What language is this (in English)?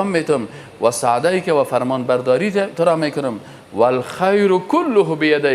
Persian